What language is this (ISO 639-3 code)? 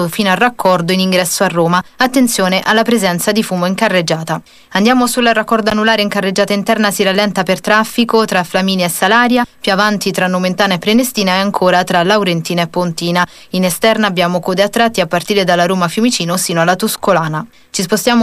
ita